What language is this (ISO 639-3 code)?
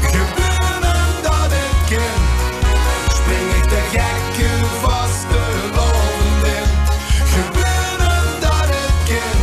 lim